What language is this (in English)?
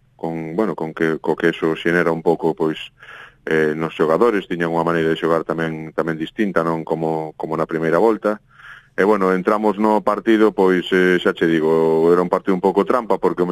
Galician